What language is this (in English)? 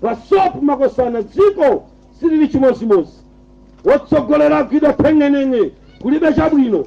Nyanja